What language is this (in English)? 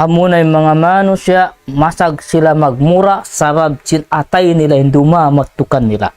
Tausug